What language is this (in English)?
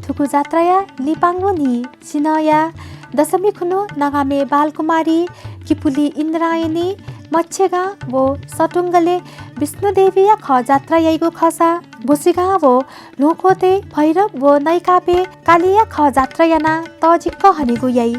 Newari